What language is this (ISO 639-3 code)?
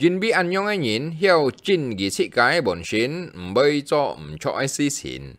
hak